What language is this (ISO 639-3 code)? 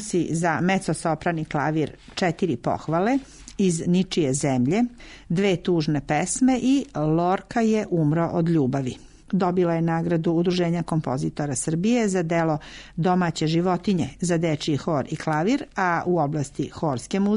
srp